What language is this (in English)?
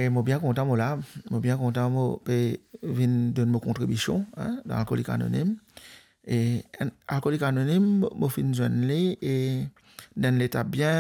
Morisyen